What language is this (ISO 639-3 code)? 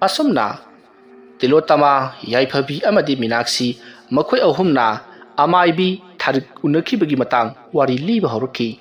mni